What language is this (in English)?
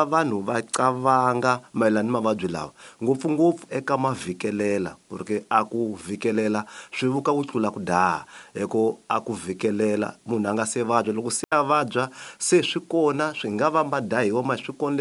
Tsonga